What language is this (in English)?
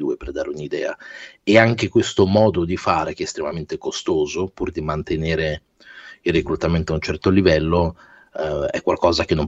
Italian